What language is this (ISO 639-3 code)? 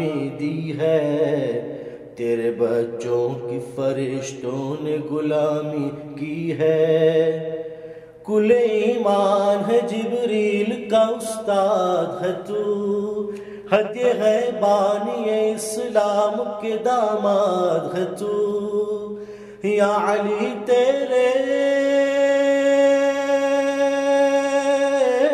urd